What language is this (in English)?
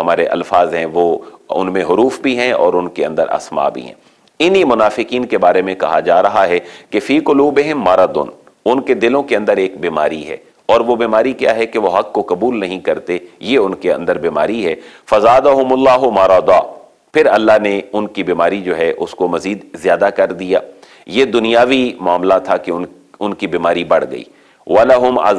Urdu